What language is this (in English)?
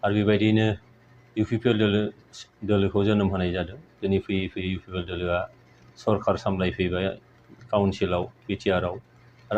Bodo